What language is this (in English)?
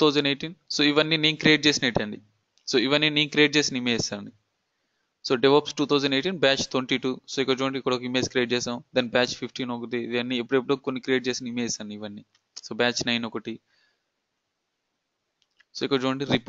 Telugu